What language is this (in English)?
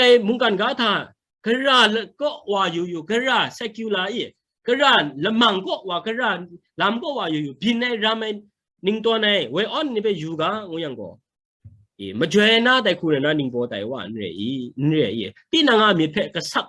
Kachin